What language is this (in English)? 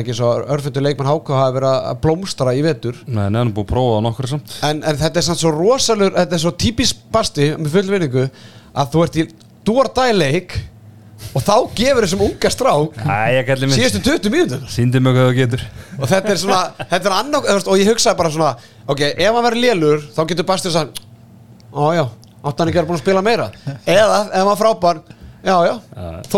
Icelandic